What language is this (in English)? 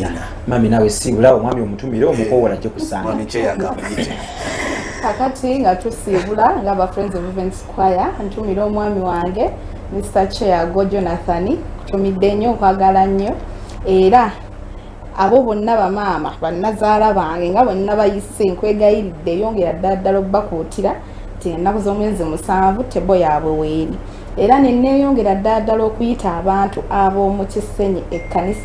Ganda